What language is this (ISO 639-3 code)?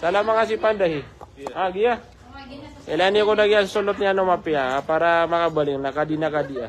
mrw